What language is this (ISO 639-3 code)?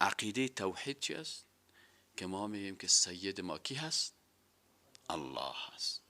fas